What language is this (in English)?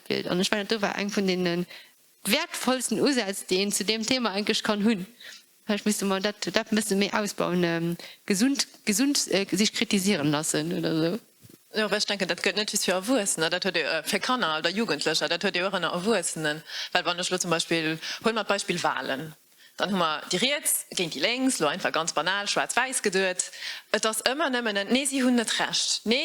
Luxembourgish